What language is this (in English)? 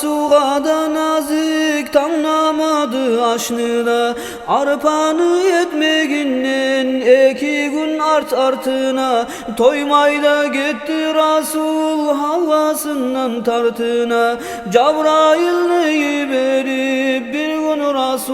Kumyk